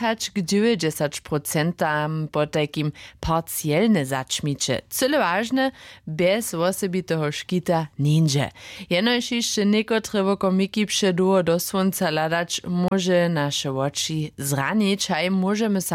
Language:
Upper Sorbian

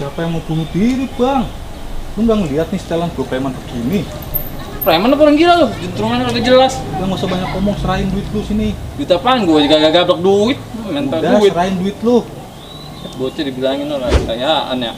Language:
Betawi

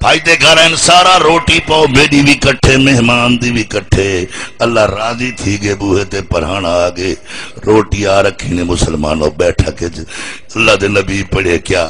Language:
Saraiki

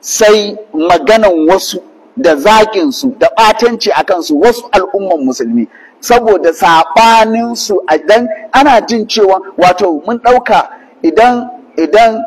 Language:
Hausa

